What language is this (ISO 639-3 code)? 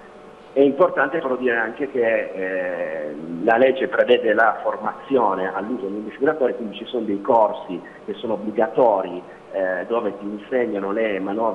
ita